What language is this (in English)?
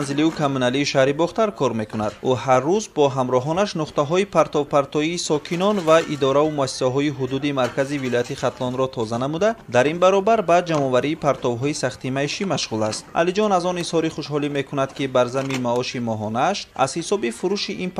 Tajik